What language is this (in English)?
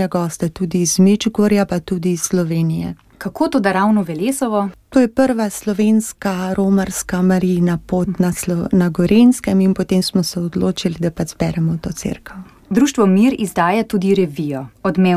Slovenian